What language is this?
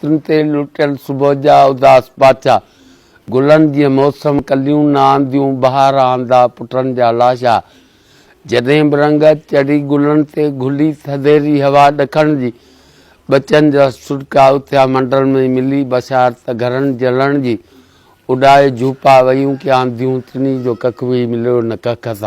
Sindhi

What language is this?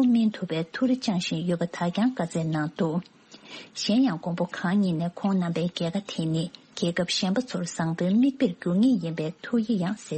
Tibetan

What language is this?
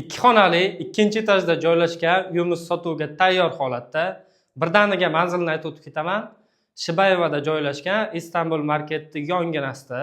Uzbek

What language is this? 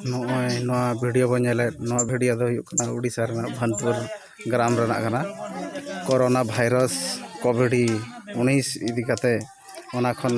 Santali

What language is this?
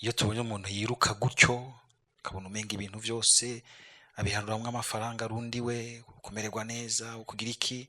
Rundi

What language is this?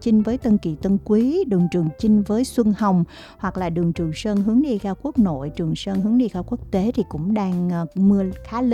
Vietnamese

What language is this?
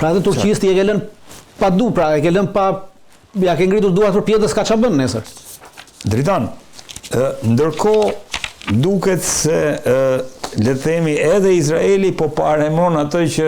Albanian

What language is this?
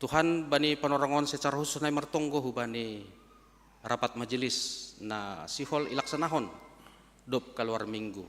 Batak Simalungun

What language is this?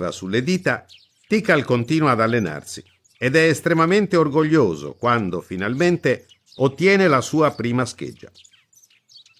Italian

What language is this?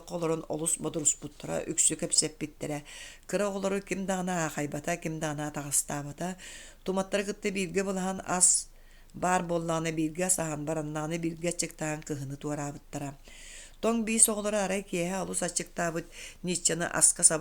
Yakut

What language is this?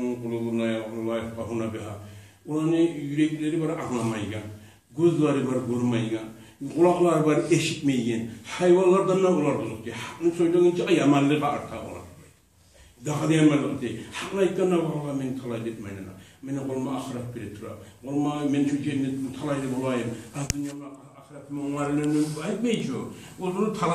Kumyk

